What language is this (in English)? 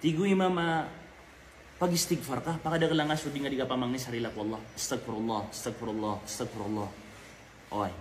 Maranao